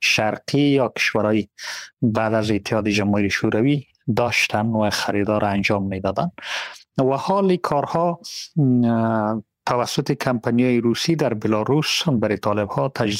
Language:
Persian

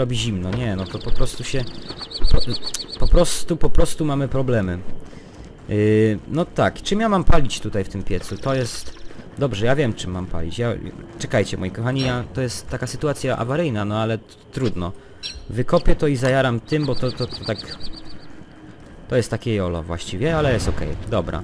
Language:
Polish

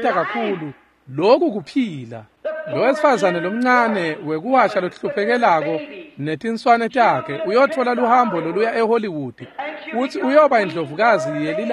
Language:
Swati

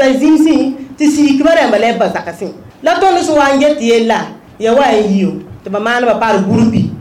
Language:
Mossi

